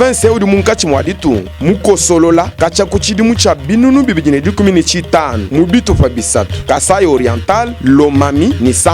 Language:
Luba-Lulua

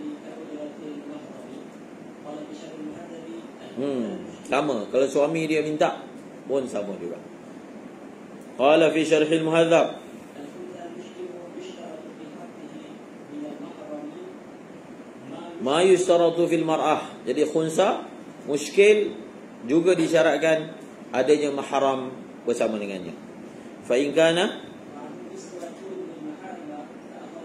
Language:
Malay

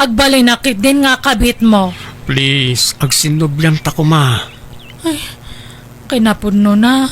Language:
Iloko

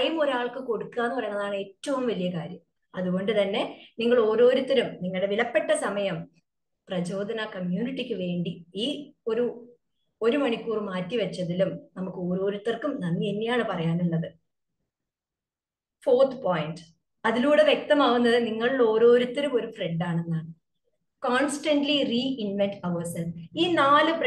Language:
Malayalam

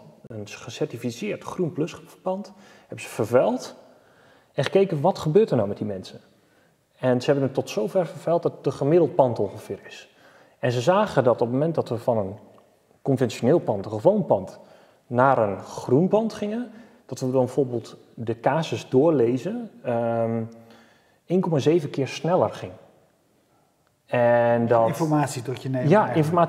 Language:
Dutch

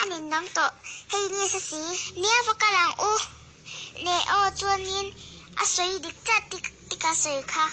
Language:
Mizo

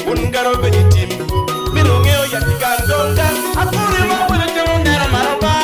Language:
Acoli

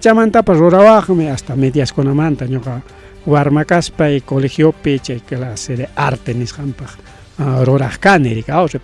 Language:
Ayacucho Quechua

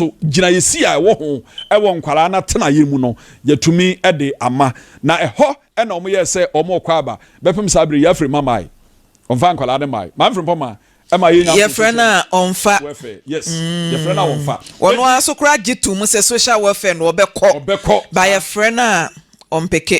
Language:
Akan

